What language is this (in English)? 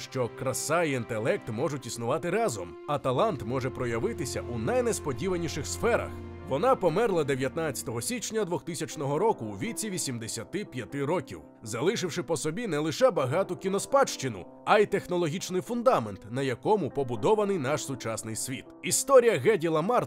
Ukrainian